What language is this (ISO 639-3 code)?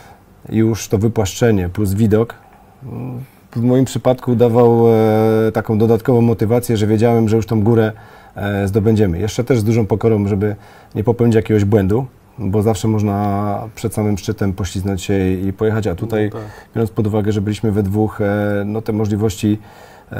pol